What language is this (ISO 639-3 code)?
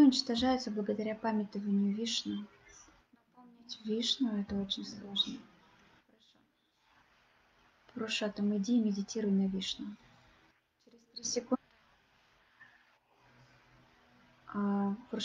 rus